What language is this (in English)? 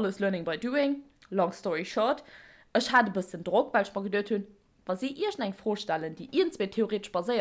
Luxembourgish